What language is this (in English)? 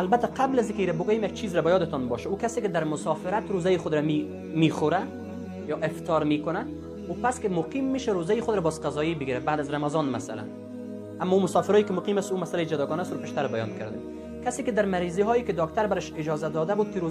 Persian